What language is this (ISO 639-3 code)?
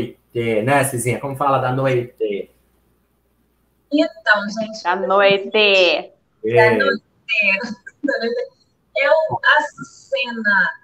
por